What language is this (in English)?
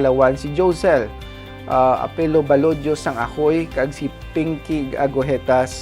Hiligaynon